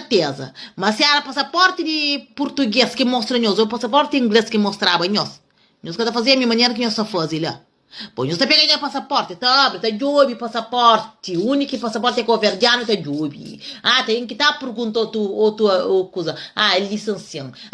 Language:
Kabuverdianu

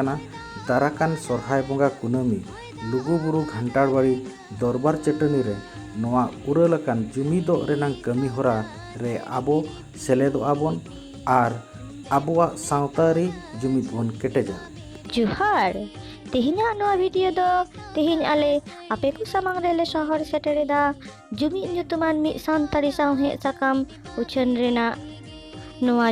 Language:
Santali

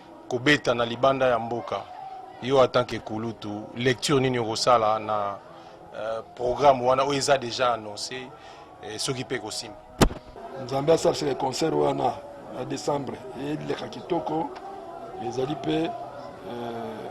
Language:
Lingala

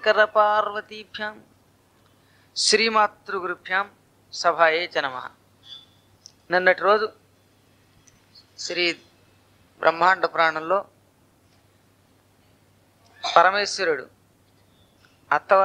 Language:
Telugu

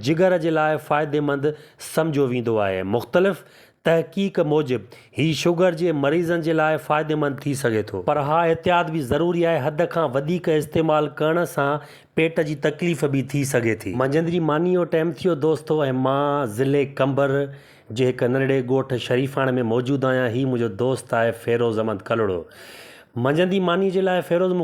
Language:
Sindhi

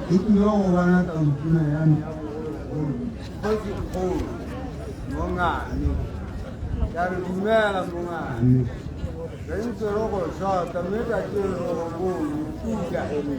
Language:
Tswana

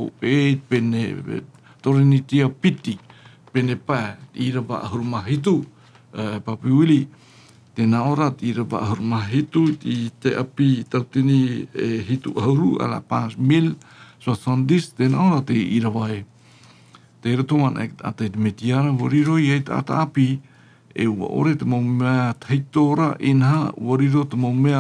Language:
Tahitian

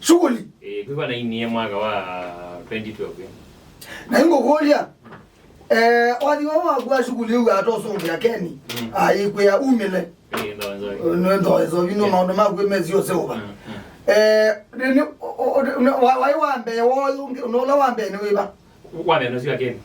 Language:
Kamba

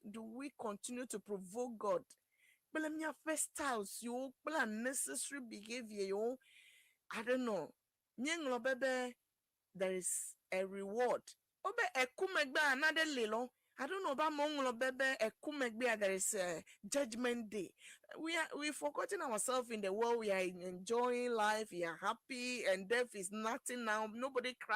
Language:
Ewe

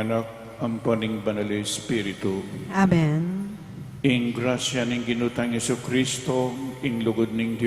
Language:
Pampanga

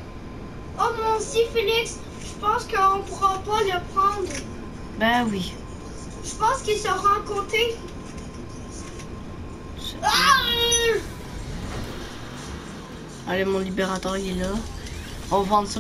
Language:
French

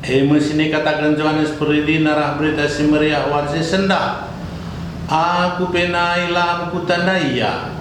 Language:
Batak Karo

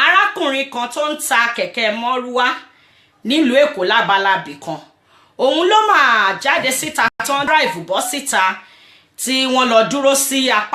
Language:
Yoruba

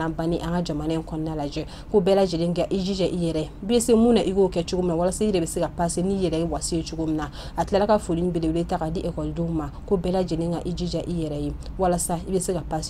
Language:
Bambara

